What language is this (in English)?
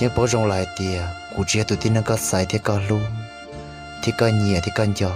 Hmong